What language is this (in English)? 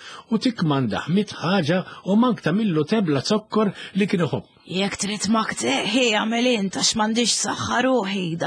Maltese